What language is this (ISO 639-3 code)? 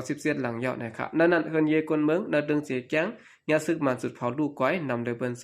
shn